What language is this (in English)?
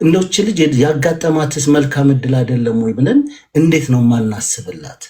Amharic